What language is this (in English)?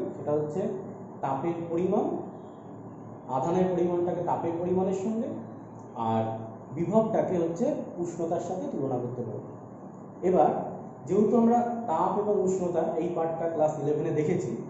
Bangla